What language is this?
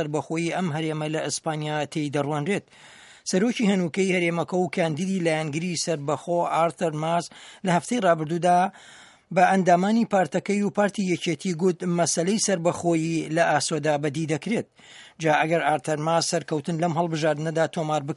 Central Kurdish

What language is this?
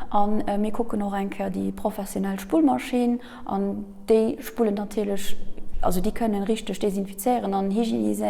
Luxembourgish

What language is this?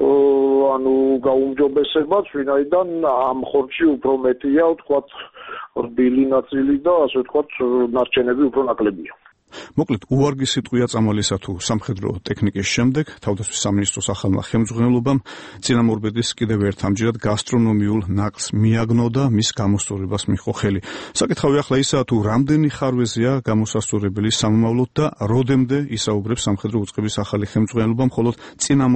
Georgian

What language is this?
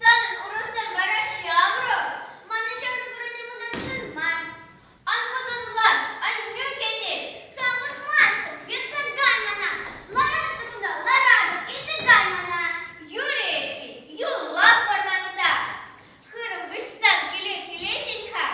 Chuvash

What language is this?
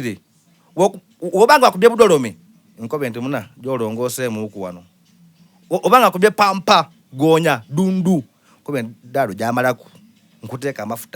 Soga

